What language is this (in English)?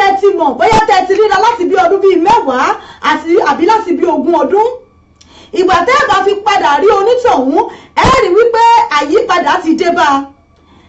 Yoruba